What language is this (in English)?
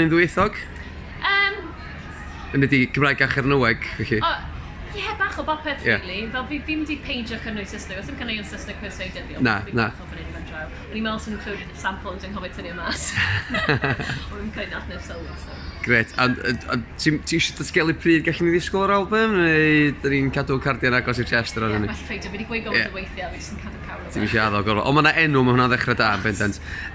Welsh